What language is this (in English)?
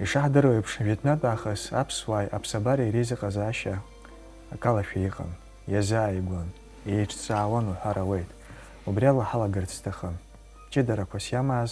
Abkhazian